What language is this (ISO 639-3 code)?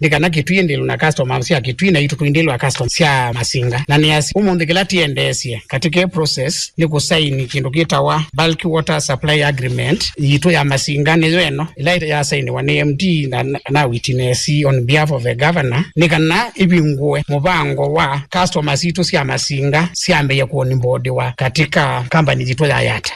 kam